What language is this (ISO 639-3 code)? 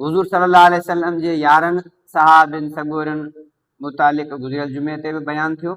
snd